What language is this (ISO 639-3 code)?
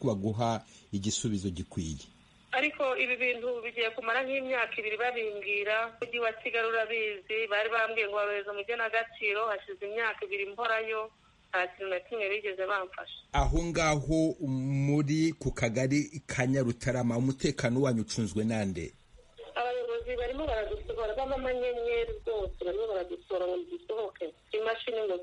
kin